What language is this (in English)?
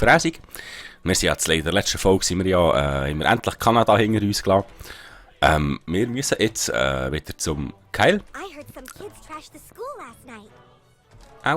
Swiss German